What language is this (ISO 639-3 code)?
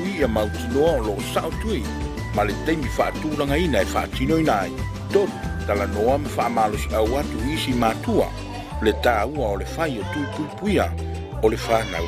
smo